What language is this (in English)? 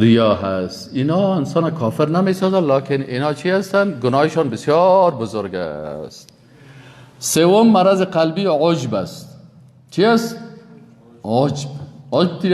Persian